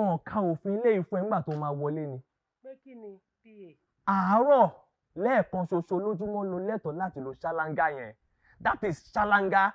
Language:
Yoruba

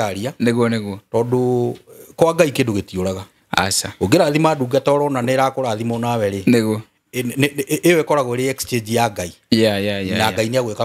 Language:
Kikuyu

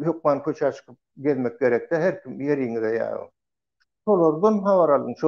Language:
Turkmen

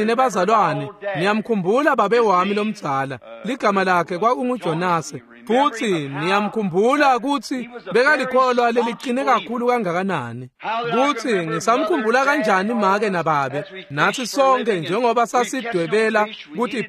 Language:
Swati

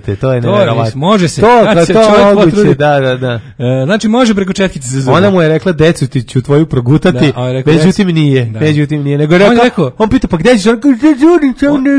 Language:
Serbian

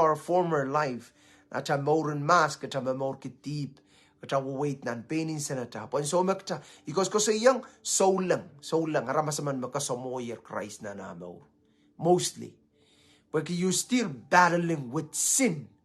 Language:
Pohnpeian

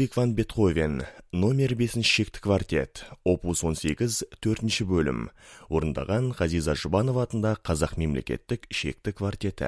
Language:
Kazakh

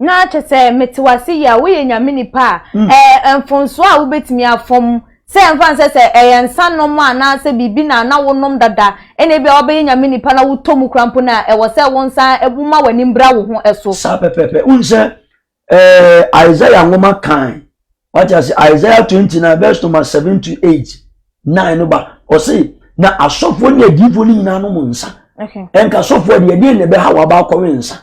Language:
Akan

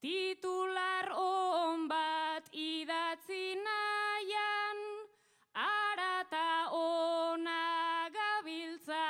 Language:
Basque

